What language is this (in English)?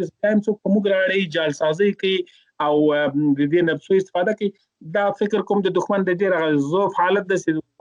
Pashto